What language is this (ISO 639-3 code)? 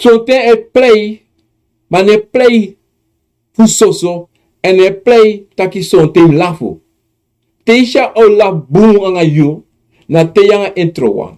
srn